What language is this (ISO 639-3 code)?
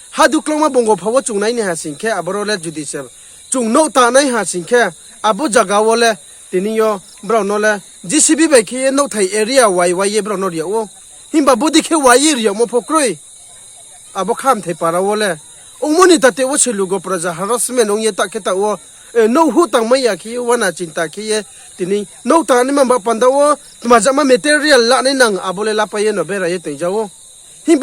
ria